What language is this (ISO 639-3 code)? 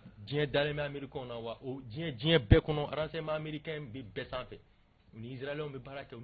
bam